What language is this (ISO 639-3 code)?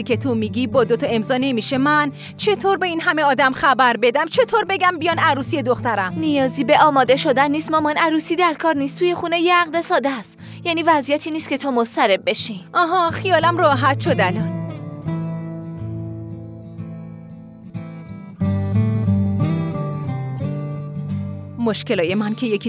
fas